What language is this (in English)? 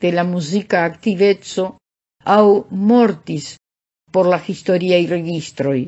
Esperanto